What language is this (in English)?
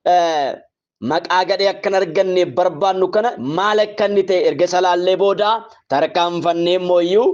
Oromo